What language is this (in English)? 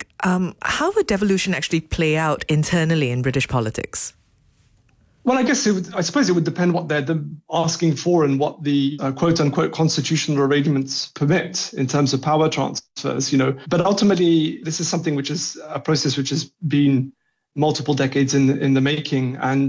English